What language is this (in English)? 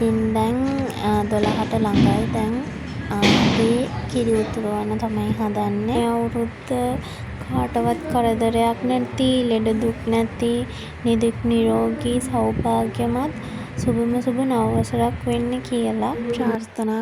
Sinhala